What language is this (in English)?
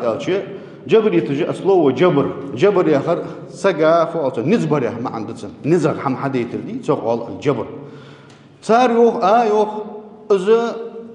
Ingush